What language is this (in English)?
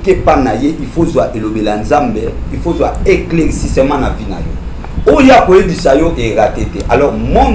Lingala